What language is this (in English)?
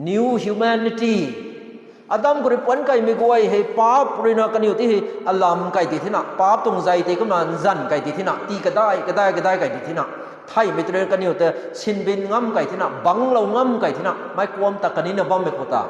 Rongmei Naga